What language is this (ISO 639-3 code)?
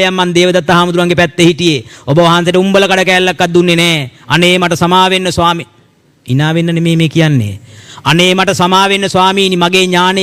sin